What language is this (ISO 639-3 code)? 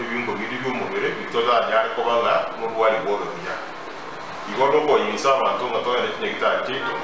guz